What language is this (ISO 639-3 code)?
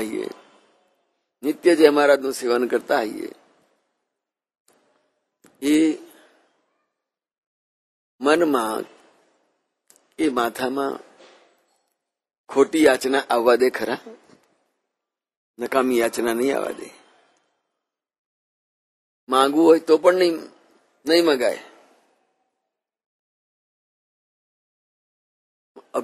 guj